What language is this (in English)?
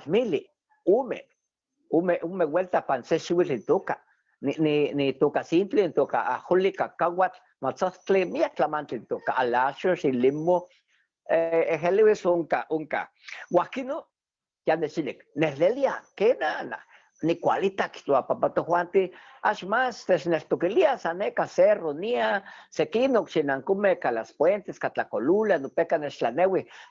Eastern Huasteca Nahuatl